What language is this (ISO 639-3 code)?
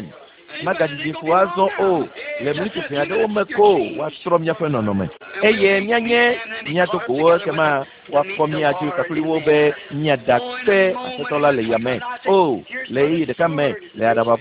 ewe